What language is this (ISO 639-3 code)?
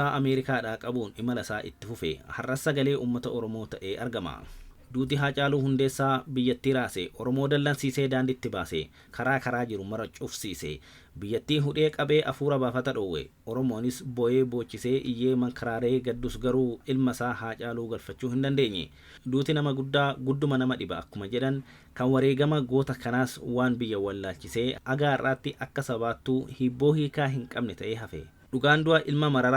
orm